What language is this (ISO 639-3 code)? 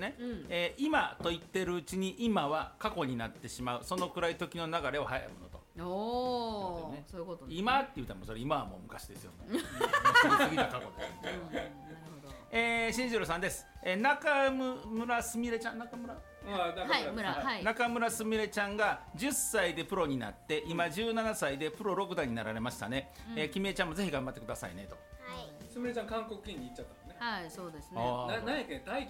jpn